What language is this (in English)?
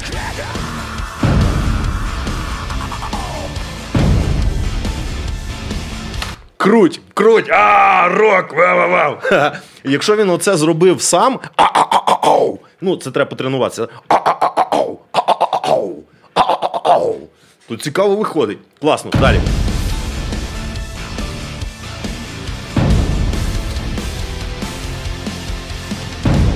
Ukrainian